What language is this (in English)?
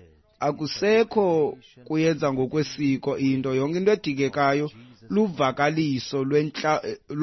Xhosa